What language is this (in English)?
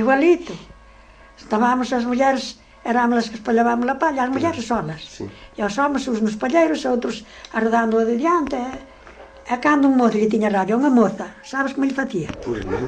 Galician